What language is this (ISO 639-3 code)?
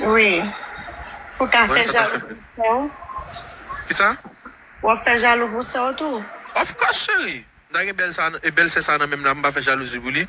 hat